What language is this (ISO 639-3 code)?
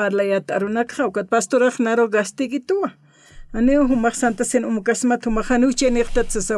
aym